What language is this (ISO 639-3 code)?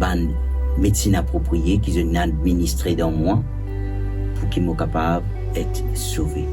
mfe